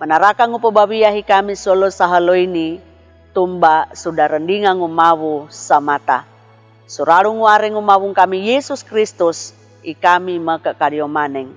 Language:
Sangir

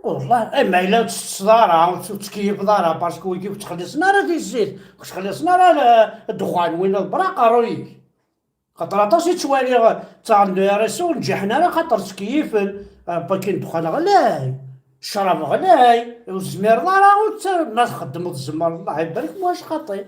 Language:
Kabyle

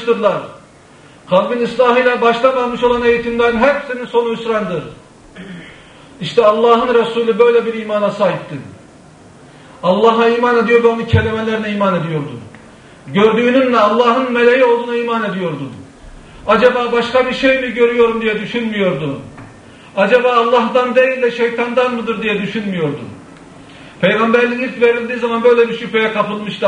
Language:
Turkish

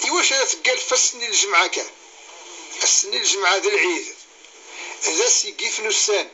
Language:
Kabyle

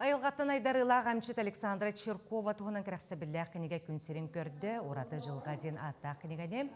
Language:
Yakut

